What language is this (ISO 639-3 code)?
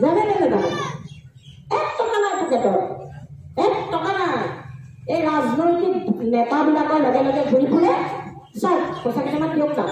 asm